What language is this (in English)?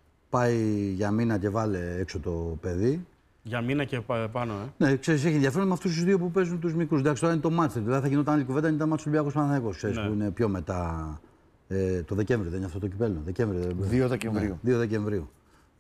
Greek